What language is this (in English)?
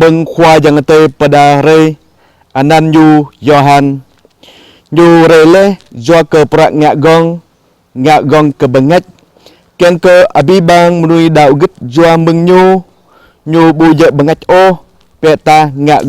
Jarai